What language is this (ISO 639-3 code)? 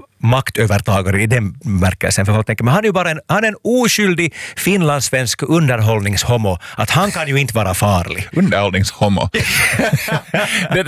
swe